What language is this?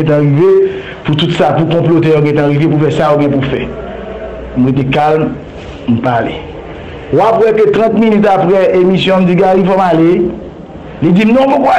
Haitian Creole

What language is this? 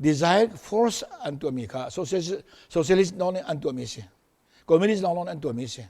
Hakha Chin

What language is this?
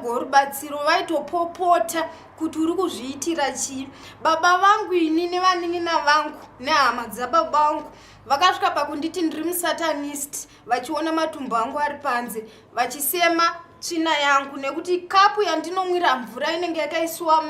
Shona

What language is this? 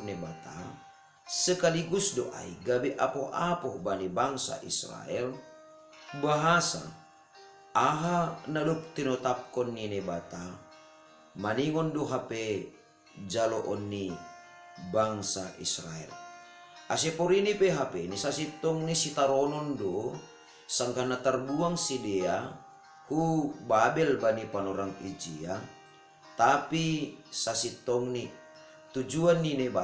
Batak Simalungun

